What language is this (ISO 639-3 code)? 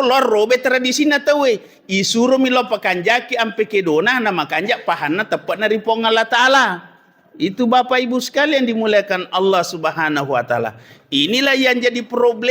bug